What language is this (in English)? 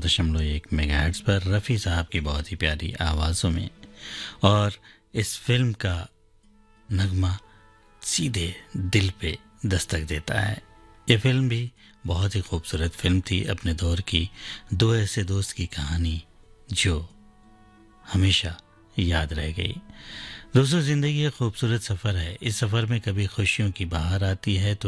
Hindi